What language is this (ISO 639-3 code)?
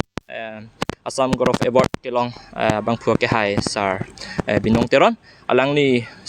mjw